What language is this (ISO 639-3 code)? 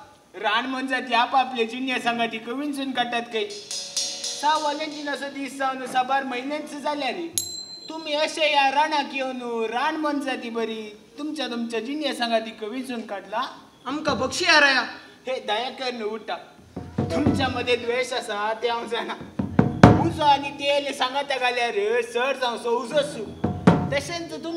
kok